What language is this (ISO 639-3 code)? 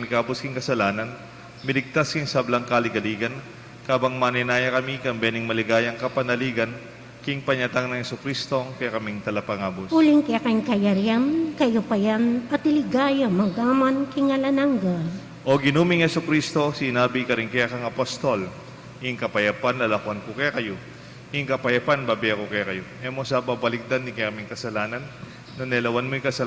pam